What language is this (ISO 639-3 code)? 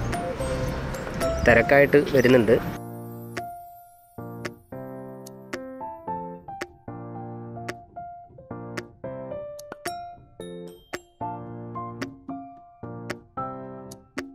mal